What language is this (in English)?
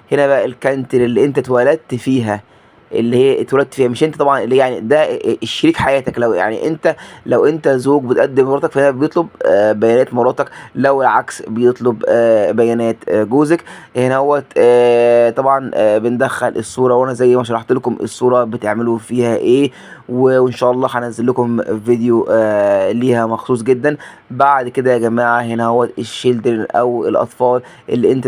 Egyptian Arabic